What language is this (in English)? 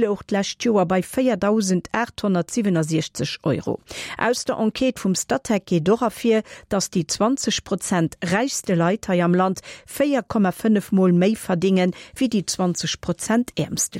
Luxembourgish